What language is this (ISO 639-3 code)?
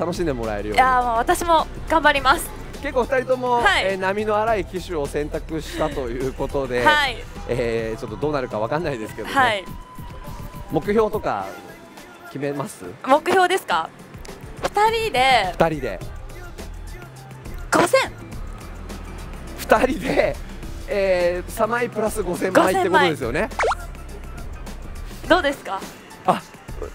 jpn